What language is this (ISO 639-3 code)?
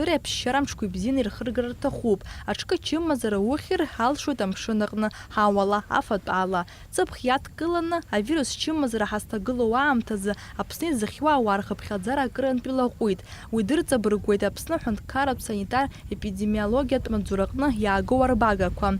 abk